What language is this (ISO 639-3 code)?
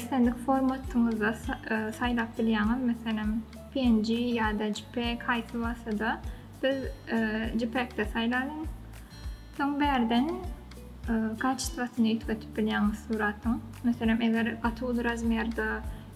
tuk